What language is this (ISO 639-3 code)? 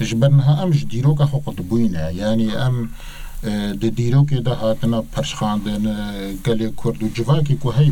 kur